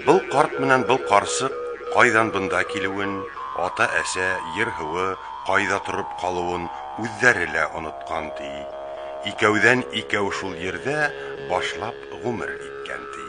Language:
Bashkir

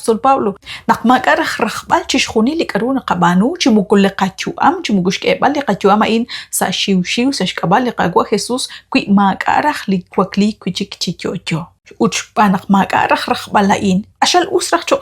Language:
Kekchí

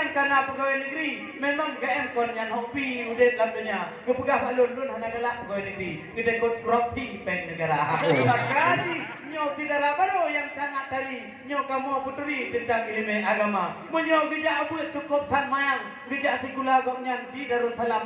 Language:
Achinese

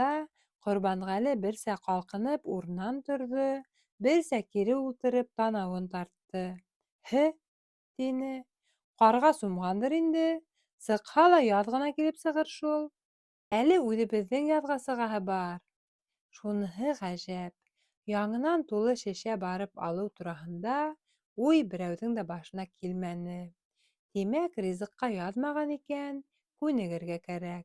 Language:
Bashkir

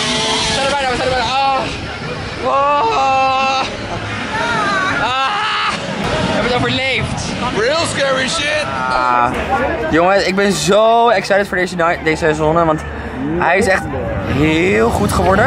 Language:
Dutch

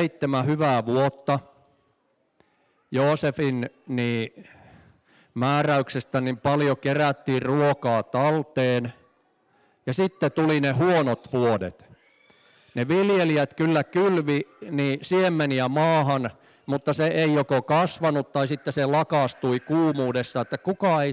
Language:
Finnish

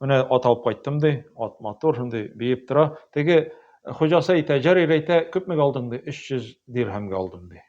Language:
Tatar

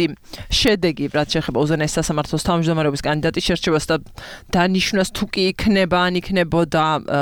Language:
Georgian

